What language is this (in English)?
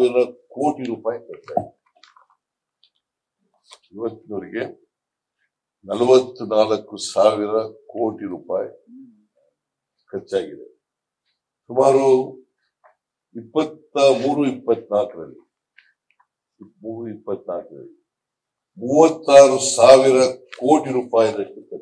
Kannada